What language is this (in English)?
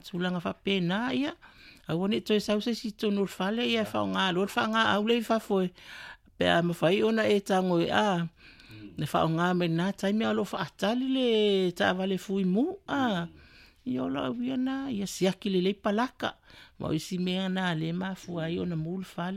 Samoan